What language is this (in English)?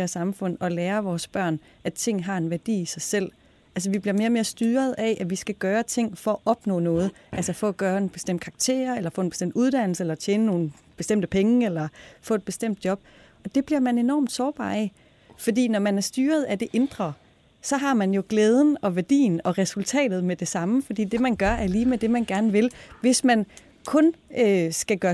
Danish